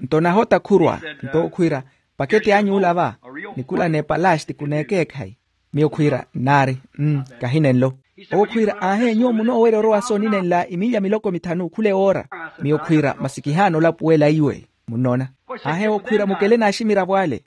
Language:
Makhuwa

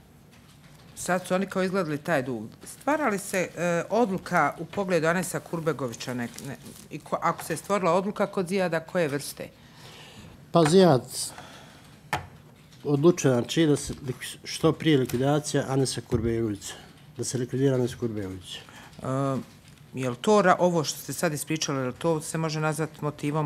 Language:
Bosnian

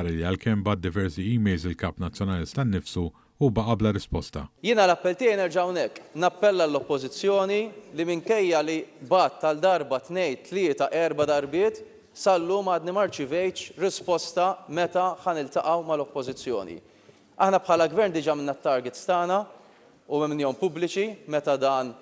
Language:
Maltese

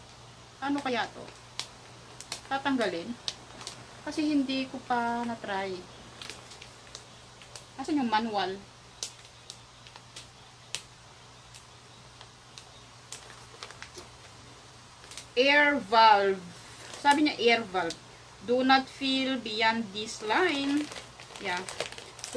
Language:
Filipino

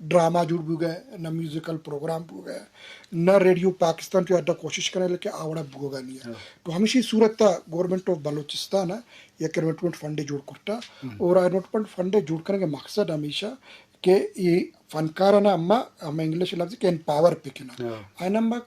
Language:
Eastern Balochi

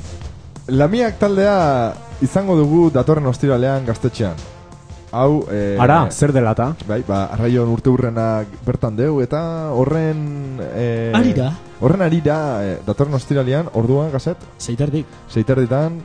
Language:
Basque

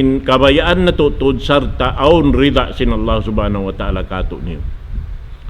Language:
Tausug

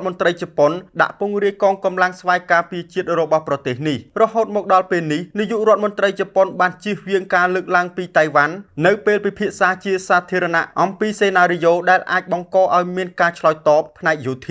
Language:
Khmer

